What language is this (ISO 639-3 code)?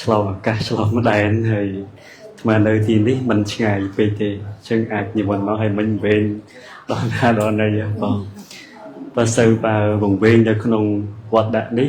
khm